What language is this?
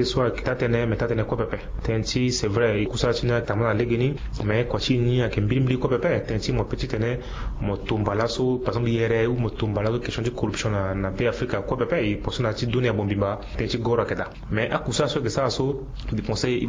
Sango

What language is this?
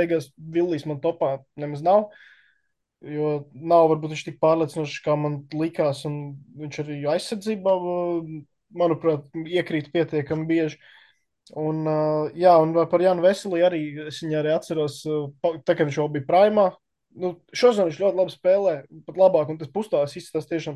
Latvian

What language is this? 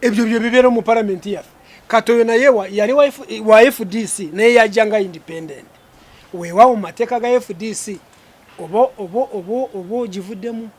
Ganda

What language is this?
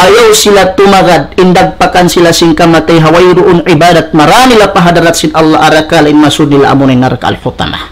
Tausug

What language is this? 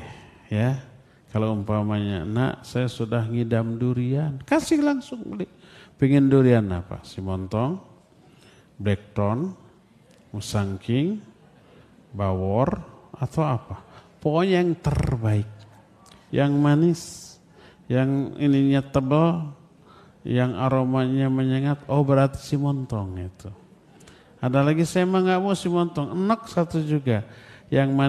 Indonesian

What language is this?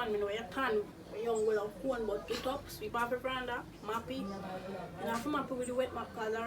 Jamaican Creole English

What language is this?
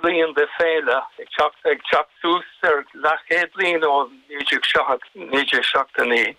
Irish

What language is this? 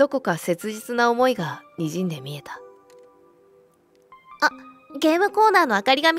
Japanese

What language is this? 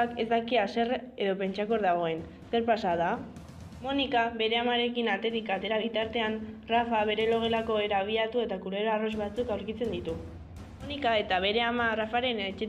Basque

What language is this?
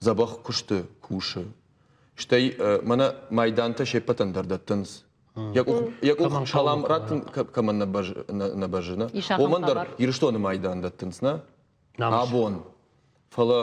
Ossetic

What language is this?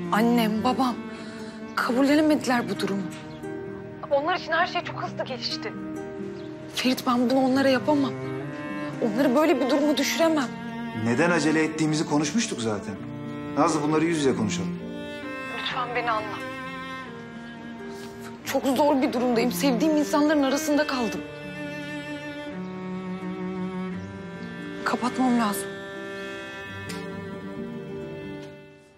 Turkish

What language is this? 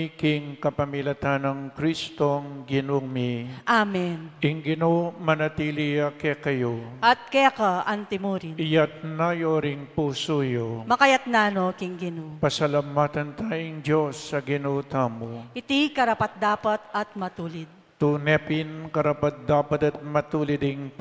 Pampanga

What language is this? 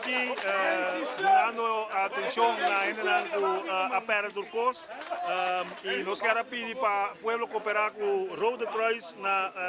Papiamento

